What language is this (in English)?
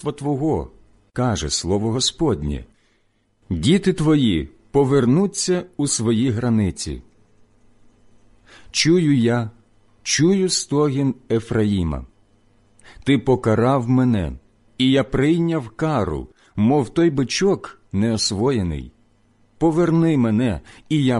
Ukrainian